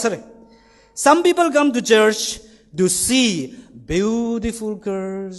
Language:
Tangkhul Naga (India)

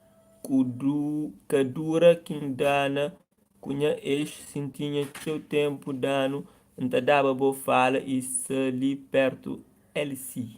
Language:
Kabuverdianu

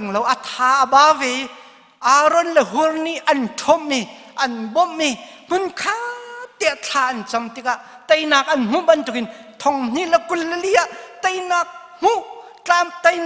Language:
Hakha Chin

